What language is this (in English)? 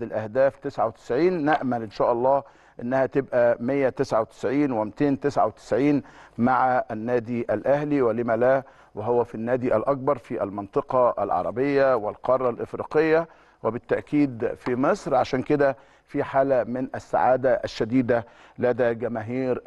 Egyptian Arabic